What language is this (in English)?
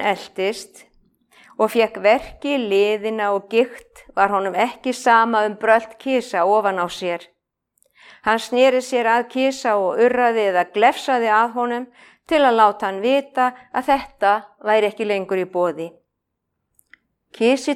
Icelandic